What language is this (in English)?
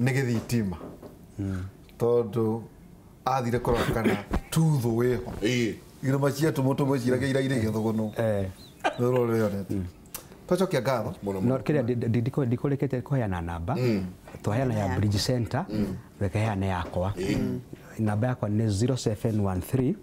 Kikuyu